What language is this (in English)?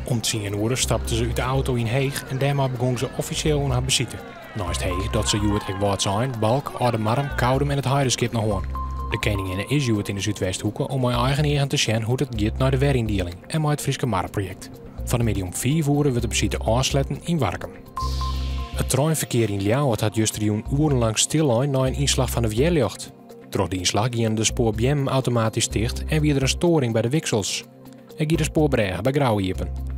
Western Frisian